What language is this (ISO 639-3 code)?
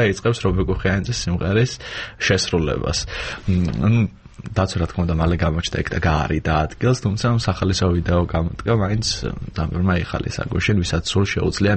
kat